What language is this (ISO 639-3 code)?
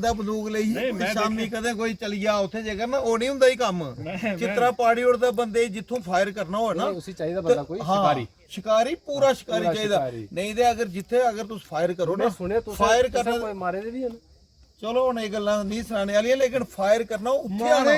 doi